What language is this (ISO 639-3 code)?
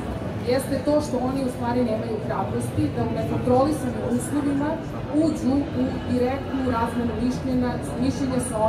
srp